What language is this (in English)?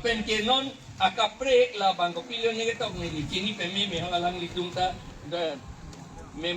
Karbi